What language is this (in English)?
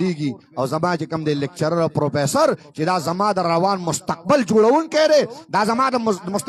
Pashto